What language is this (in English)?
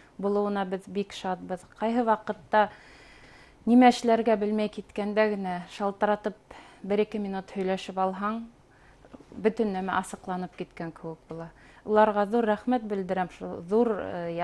Bashkir